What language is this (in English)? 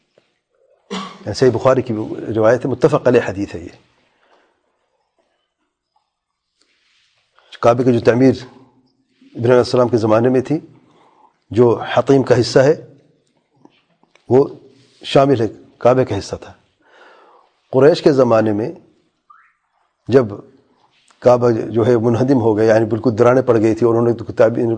Urdu